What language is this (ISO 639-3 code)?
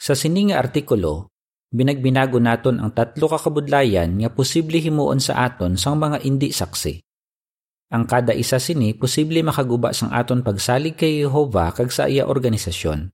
hil